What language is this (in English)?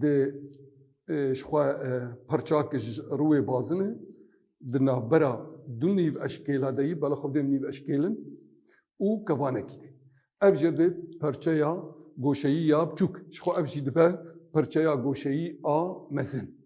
Kurdish